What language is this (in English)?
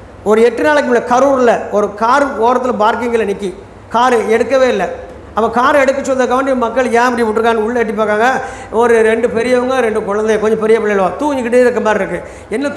Tamil